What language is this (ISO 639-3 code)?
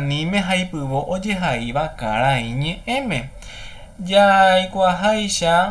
grn